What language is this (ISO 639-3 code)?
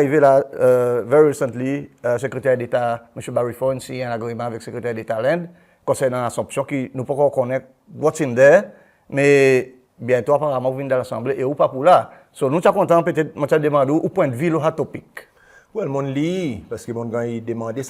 crs